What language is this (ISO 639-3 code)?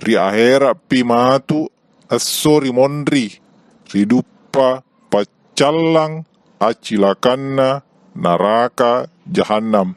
bug